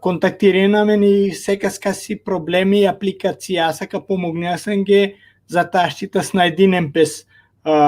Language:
Balkan Romani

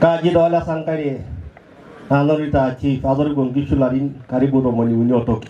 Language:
Masai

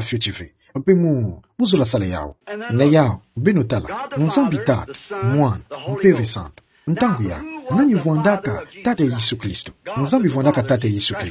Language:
Kituba (Democratic Republic of Congo)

